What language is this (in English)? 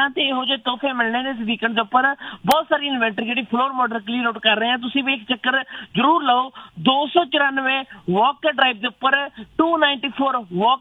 Punjabi